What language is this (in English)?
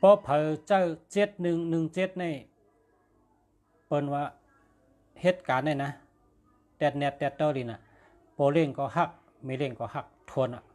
Shan